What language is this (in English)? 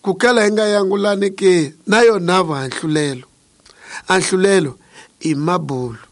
Tsonga